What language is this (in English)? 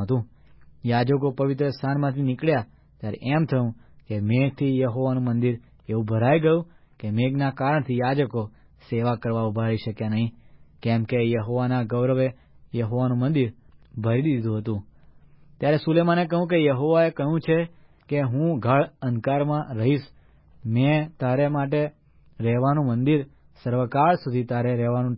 Gujarati